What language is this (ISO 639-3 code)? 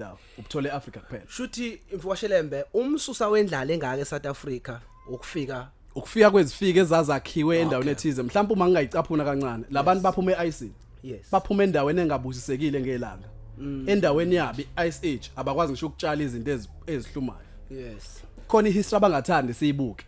zul